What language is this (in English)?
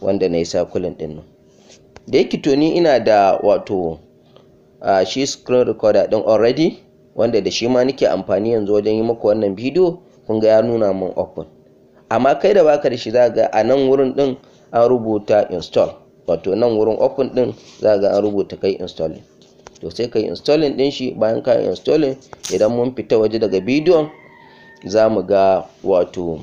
Hausa